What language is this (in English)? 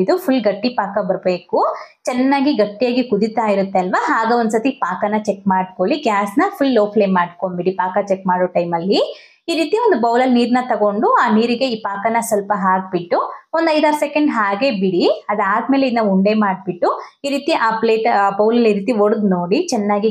Kannada